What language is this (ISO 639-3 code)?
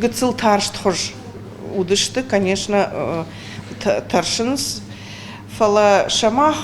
oss